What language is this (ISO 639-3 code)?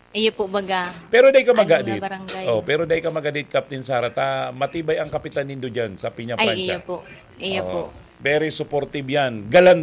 bik